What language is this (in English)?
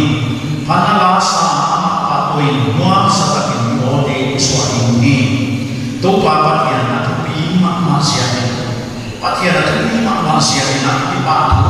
Paite Chin